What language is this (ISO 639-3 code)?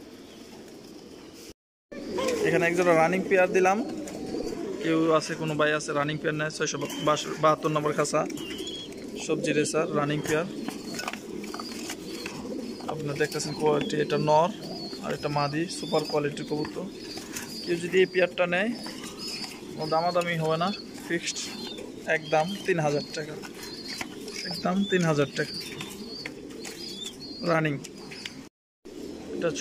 ben